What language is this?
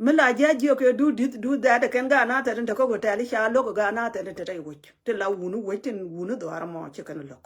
Nuer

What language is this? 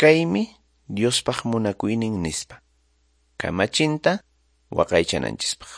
Quechua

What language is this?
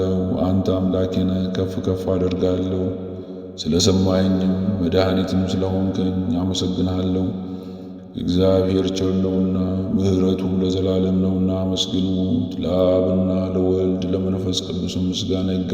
Amharic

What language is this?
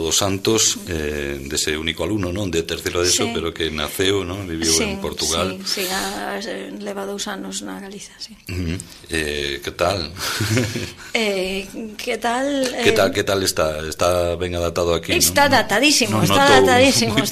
Galician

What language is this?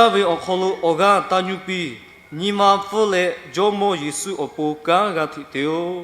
Lahu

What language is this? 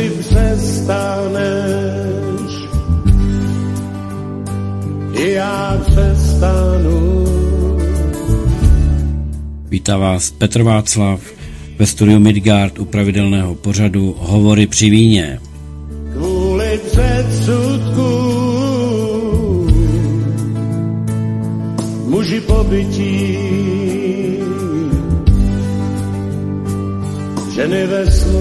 Czech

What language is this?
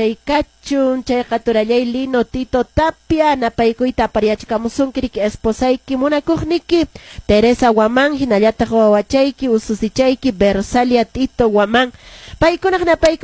Quechua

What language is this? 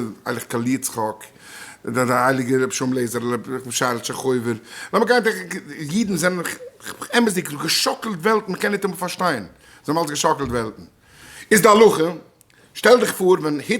Yiddish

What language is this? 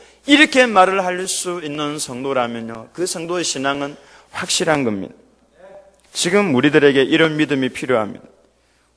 Korean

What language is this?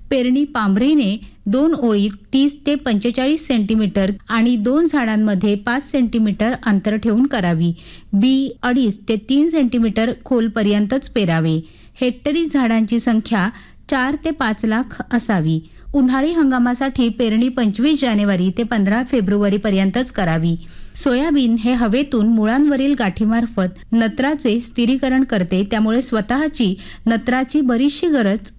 Marathi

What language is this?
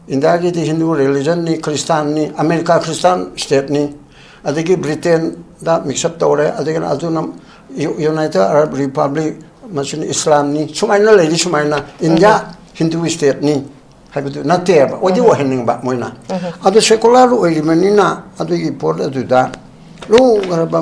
Manipuri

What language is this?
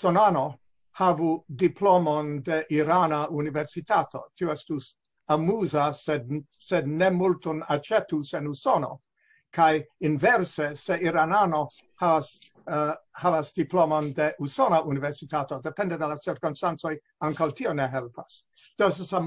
Esperanto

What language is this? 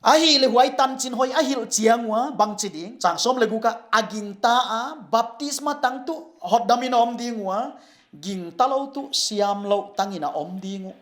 Paite Chin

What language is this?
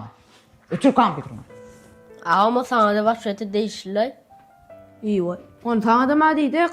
Turkmen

